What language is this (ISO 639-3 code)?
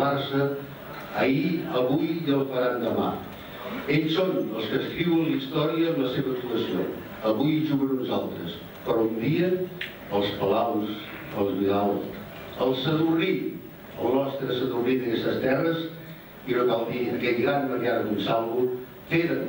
cat